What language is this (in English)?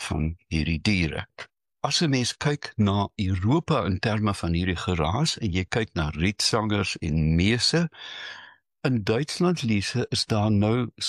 Afrikaans